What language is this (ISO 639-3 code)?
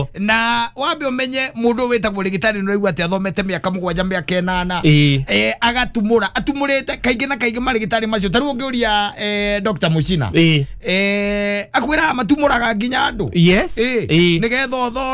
kik